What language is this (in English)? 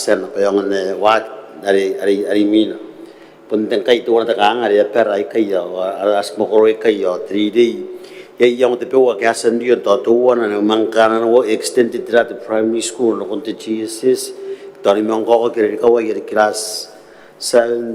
Gilbertese